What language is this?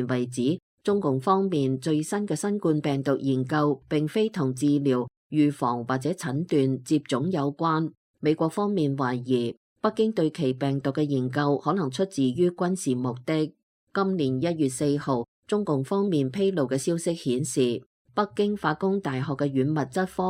Cantonese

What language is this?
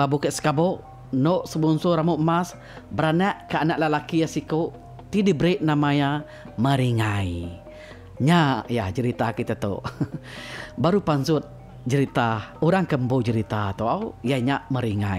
Iban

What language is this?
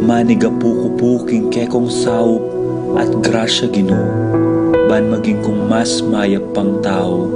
Pampanga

